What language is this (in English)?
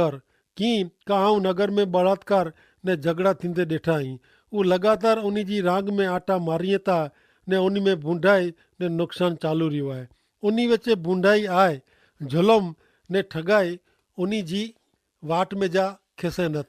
Kachhi